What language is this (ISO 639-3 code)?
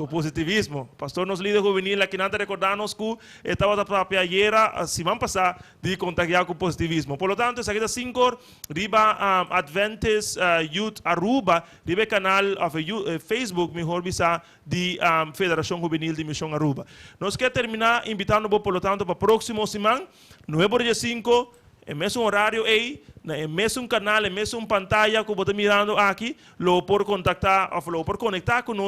pap